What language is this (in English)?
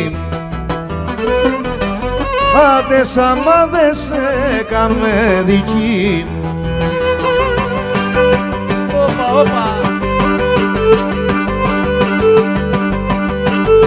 Greek